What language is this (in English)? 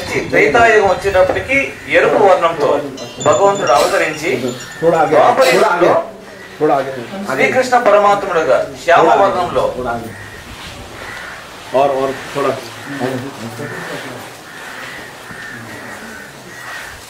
Telugu